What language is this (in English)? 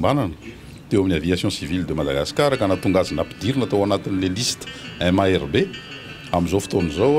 Malagasy